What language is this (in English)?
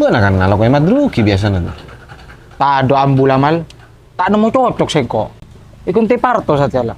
Madurese